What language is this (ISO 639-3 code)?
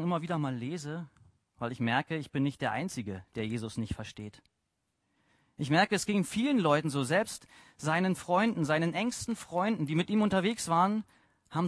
deu